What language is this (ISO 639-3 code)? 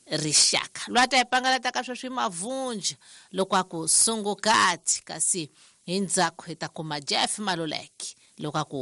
tso